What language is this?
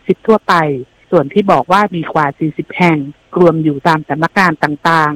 Thai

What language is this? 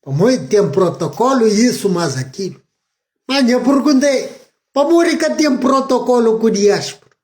Kabuverdianu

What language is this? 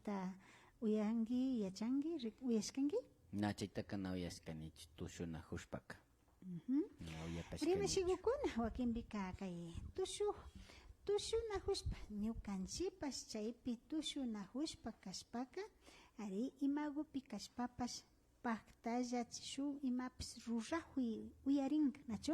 Imbabura Highland Quichua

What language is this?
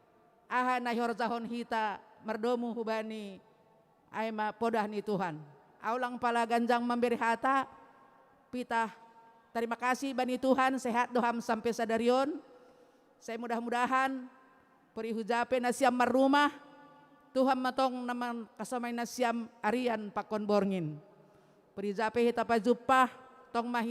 Batak Simalungun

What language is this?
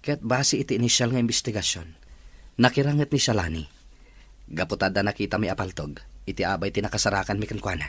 Iloko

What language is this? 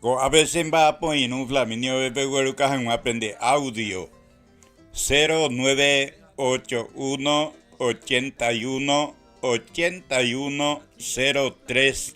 Guarani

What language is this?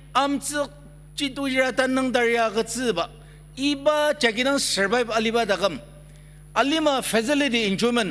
Ao Naga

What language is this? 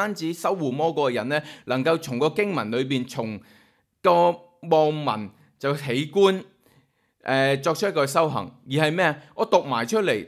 Cantonese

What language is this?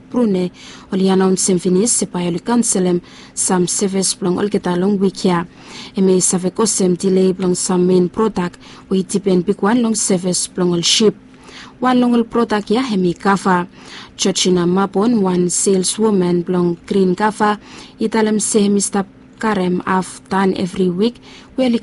Bislama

